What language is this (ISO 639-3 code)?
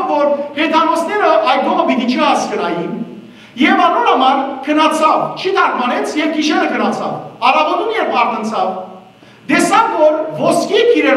hyw